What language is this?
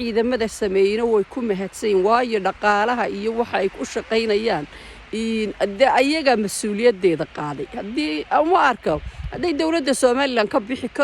Somali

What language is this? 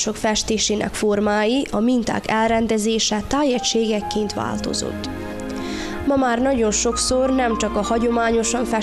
Hungarian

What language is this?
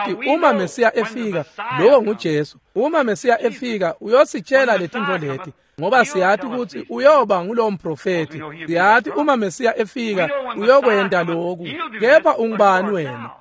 Swati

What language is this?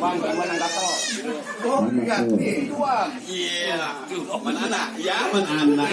Betawi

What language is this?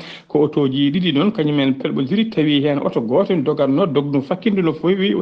Fula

